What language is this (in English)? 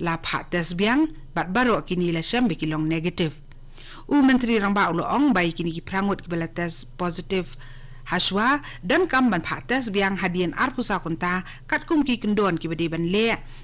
Khasi